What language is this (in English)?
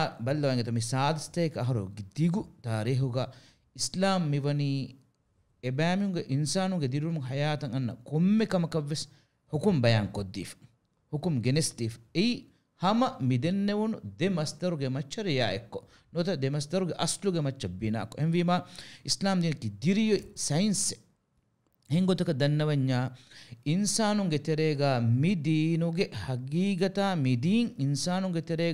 Divehi